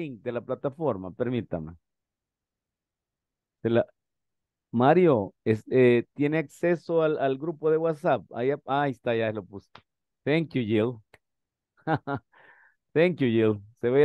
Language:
Spanish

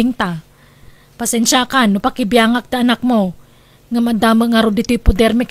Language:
Iloko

